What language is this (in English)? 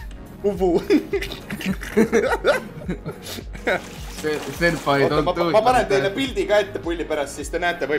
Estonian